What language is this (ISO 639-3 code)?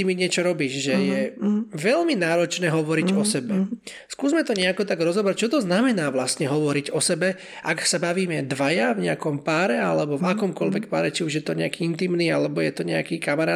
slk